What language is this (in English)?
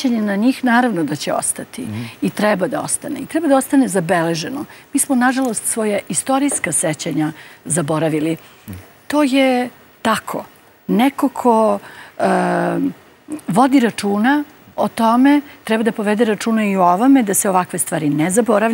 Serbian